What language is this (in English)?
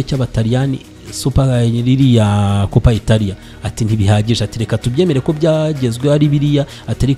Kinyarwanda